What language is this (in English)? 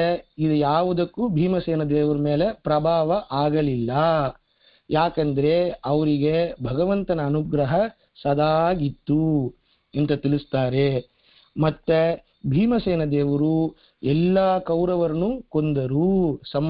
Kannada